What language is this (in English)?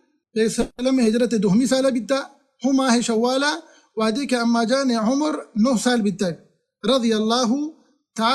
Baluchi